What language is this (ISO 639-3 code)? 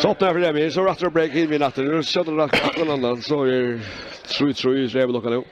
fao